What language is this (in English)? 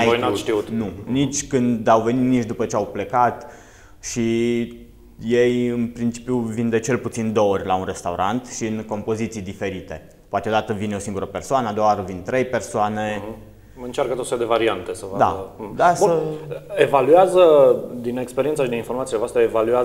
Romanian